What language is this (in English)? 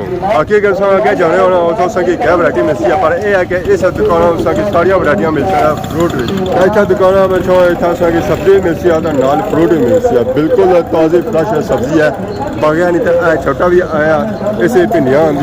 Pahari-Potwari